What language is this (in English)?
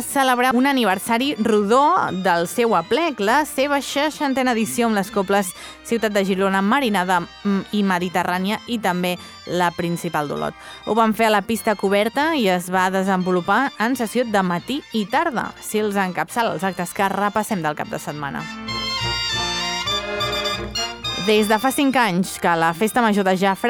Catalan